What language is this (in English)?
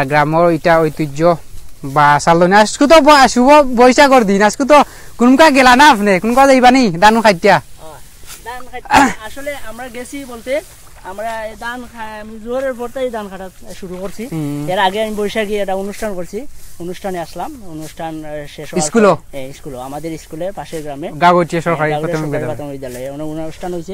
Sylheti